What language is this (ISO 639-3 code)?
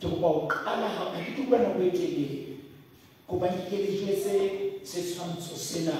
sot